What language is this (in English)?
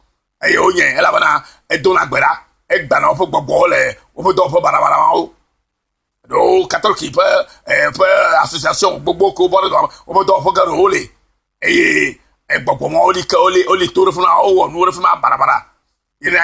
Ewe